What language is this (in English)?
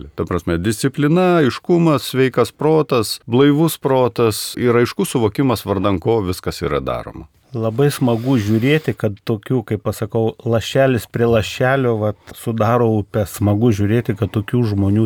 Lithuanian